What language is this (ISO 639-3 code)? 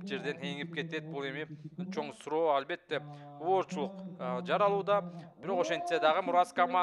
kir